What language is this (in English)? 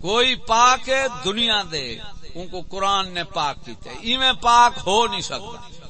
Saraiki